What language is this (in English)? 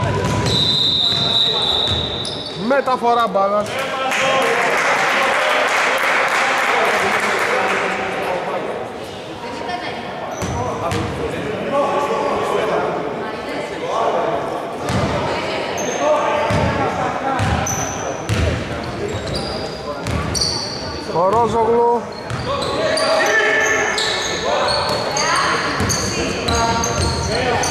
Greek